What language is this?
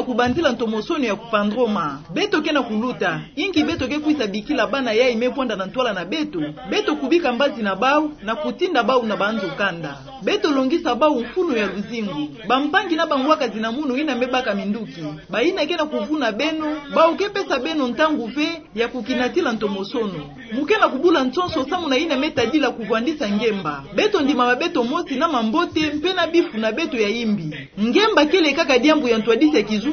Kituba (Democratic Republic of Congo)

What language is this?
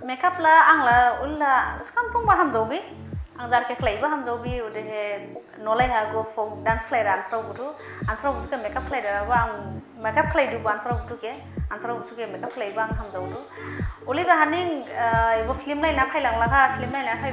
Dimasa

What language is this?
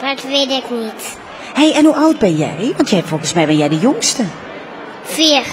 Limburgish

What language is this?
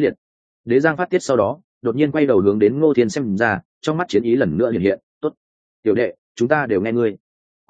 Vietnamese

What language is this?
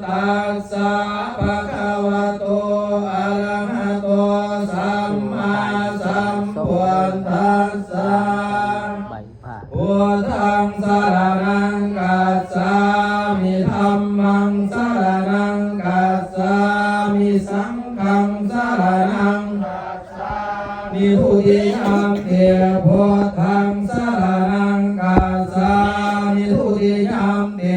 Pali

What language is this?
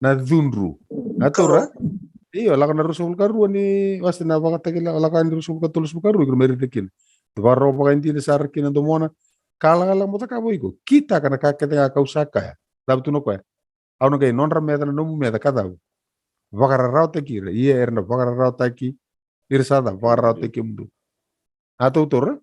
Fijian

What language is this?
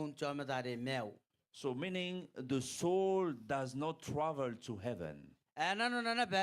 Gilbertese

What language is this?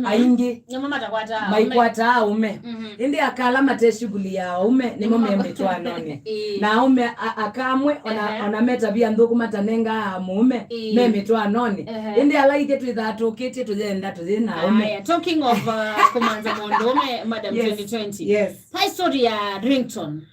Kamba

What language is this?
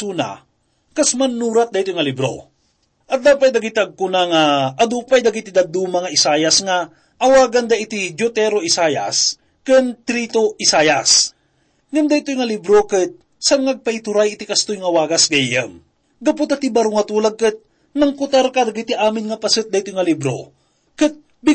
Iloko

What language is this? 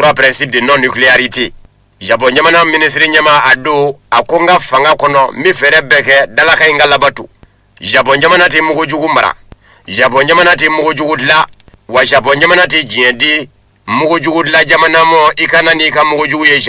Bambara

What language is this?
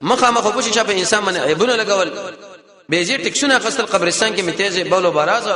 Pashto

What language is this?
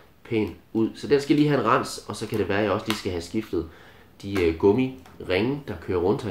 Danish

